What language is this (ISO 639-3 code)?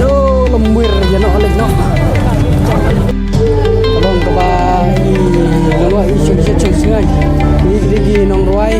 kha